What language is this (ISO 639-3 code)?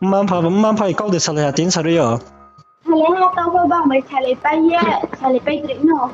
ria